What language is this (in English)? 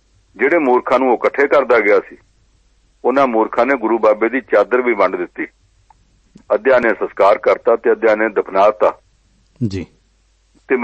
Punjabi